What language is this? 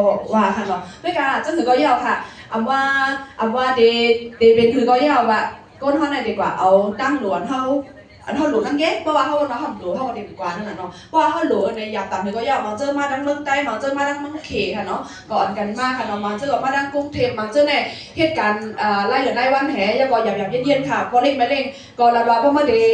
Shan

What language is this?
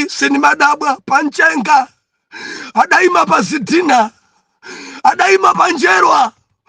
Nyanja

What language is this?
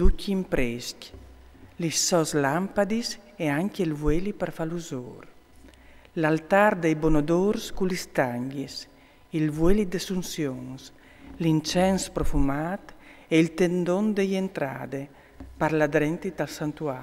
Friulian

